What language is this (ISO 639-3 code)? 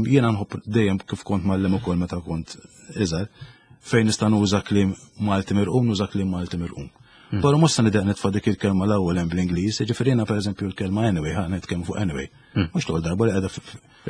mlt